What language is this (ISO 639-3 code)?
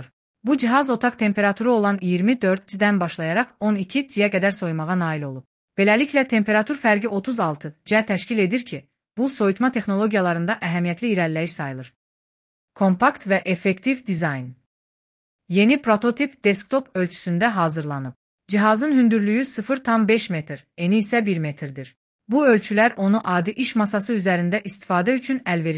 aze